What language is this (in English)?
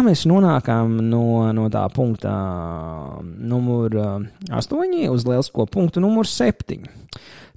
Latvian